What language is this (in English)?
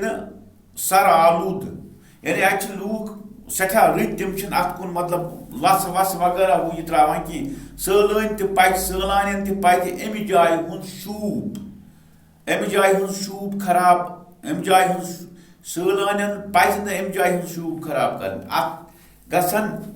Kashmiri